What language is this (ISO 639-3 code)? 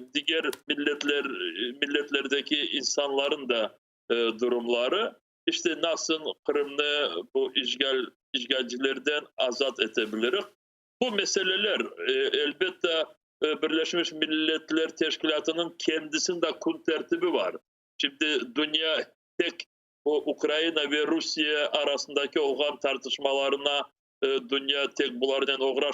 crh